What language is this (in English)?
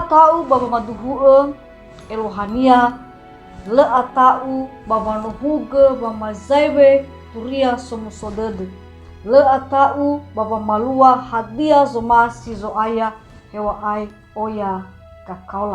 Nias